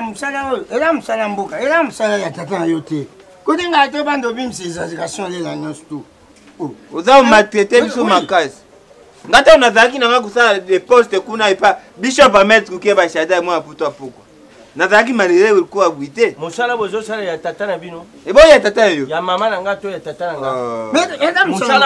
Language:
Lingala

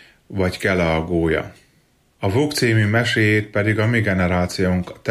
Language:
Hungarian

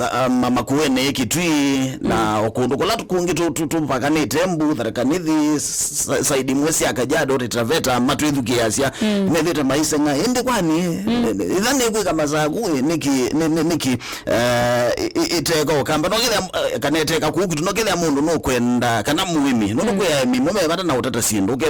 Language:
Kamba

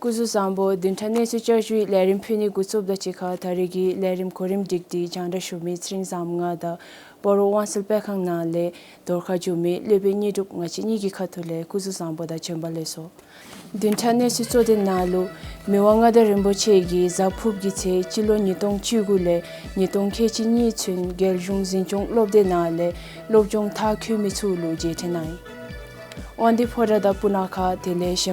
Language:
Dzongkha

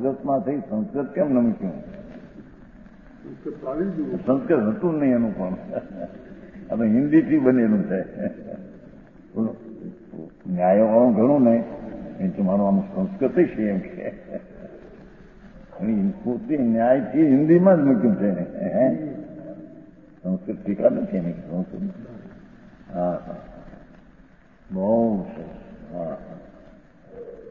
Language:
Gujarati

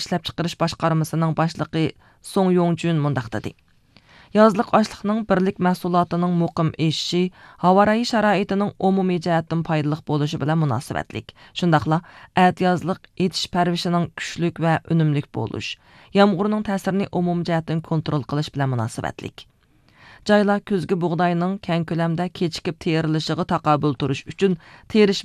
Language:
Uyghur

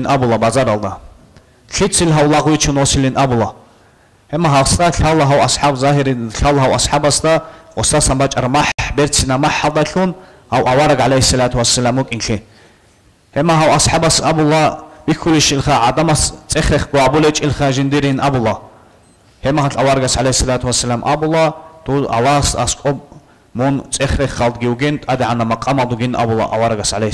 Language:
Avaric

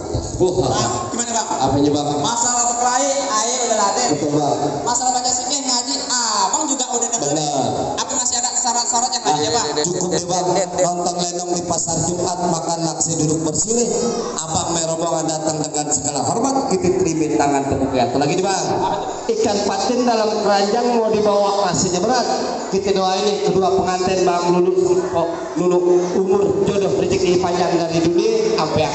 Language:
Betawi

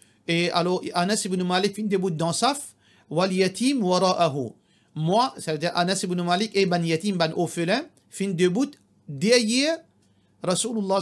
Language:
Morisyen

